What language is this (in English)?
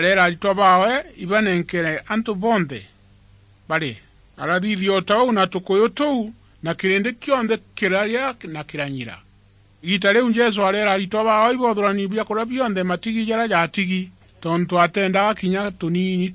Meru